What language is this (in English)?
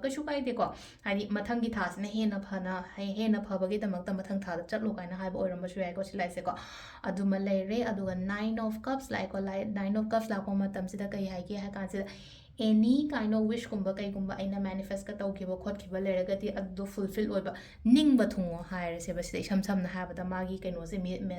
Manipuri